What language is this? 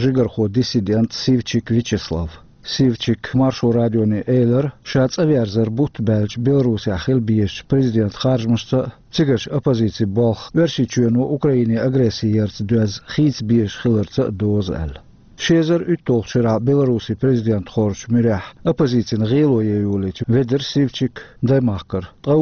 Chechen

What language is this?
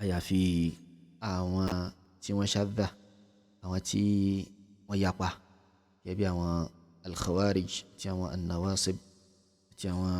Yoruba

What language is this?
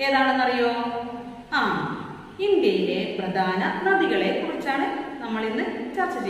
Malayalam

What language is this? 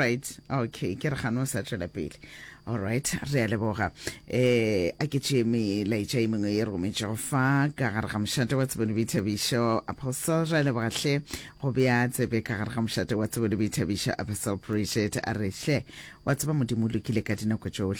Northern Sotho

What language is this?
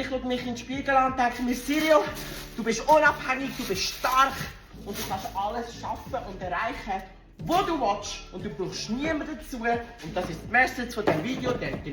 Swiss German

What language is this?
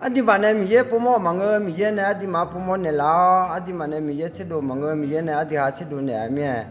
Akha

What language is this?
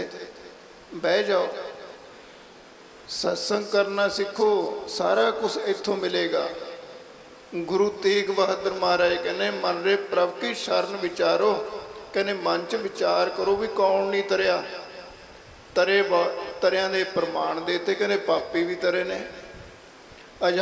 Punjabi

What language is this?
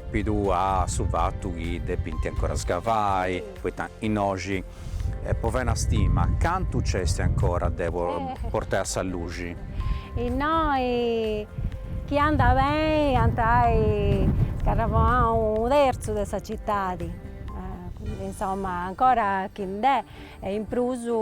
Sardinian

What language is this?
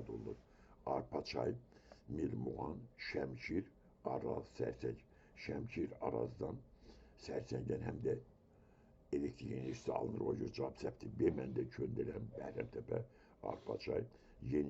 Azerbaijani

